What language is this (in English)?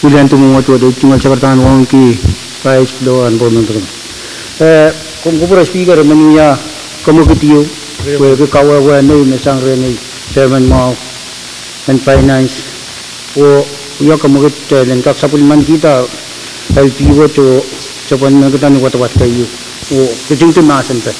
Pohnpeian